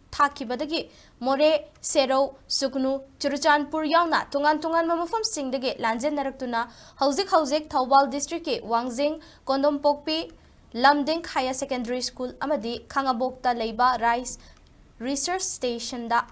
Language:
Manipuri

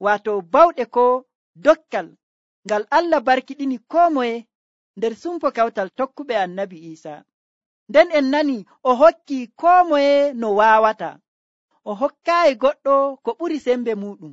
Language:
Nigerian Fulfulde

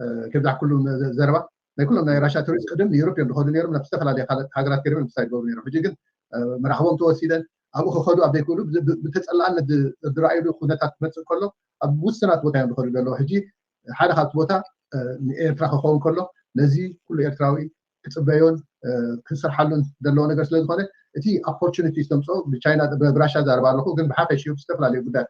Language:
Tigrinya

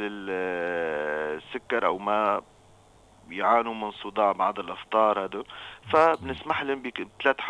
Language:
North Levantine Arabic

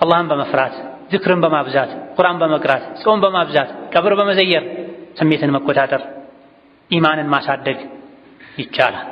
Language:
Amharic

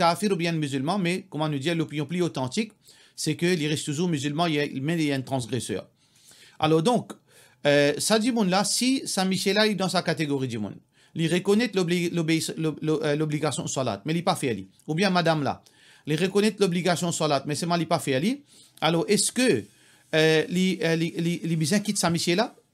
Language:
Morisyen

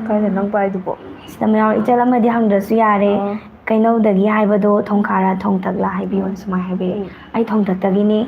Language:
Manipuri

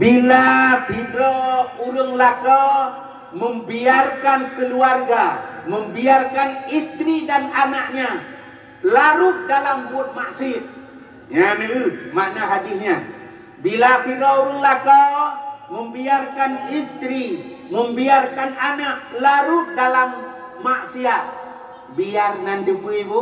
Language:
Achinese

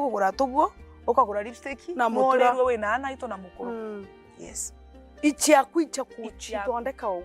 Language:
Meru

